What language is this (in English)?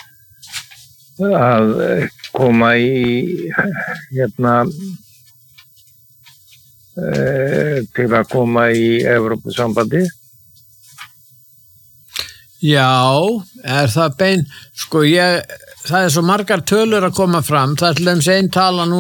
Icelandic